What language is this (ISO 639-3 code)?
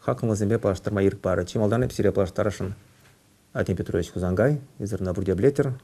chv